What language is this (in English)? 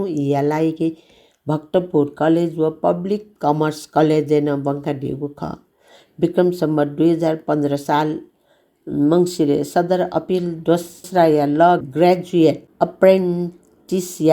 Newari